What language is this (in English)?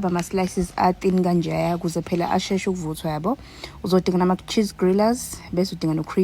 Zulu